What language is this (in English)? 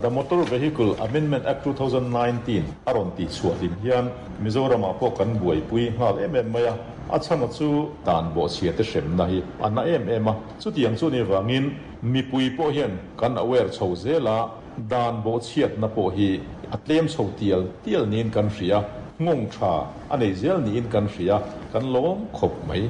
Mizo